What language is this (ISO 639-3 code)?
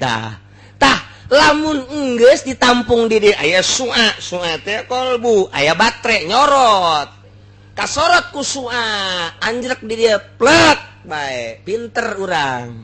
sun